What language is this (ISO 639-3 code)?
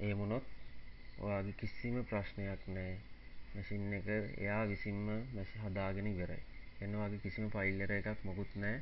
sin